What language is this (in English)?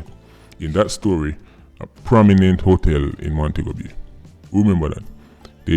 Jamaican Creole English